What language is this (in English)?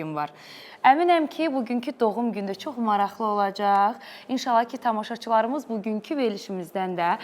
Azerbaijani